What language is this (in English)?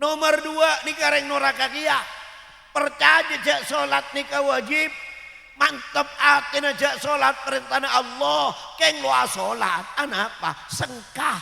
Madurese